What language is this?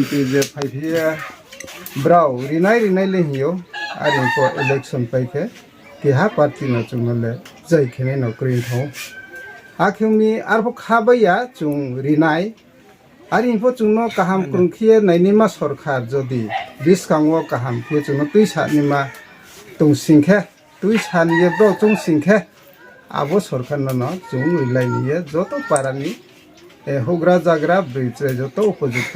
Riang (India)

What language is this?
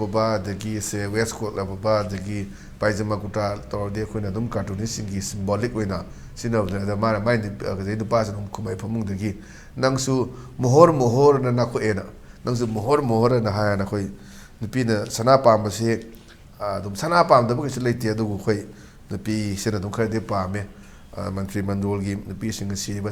Manipuri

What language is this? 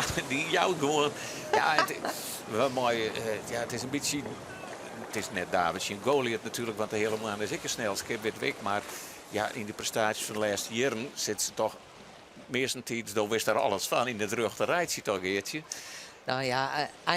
Western Frisian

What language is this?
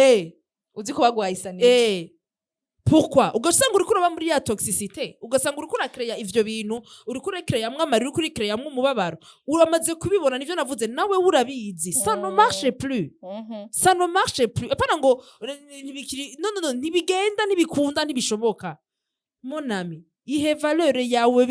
Rundi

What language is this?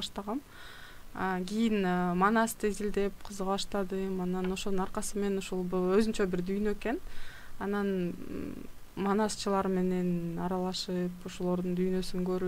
Kyrgyz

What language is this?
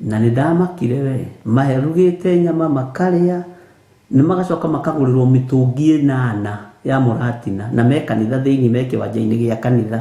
Kikuyu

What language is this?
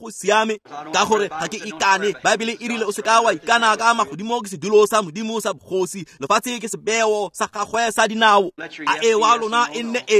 Tswana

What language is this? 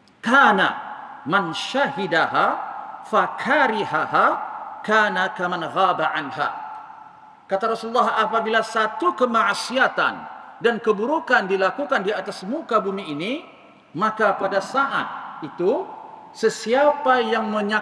Malay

